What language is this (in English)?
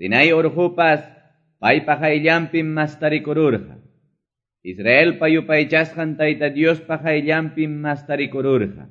Quechua